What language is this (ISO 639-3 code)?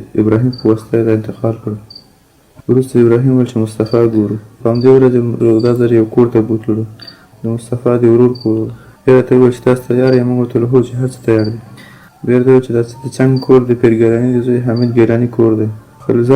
pus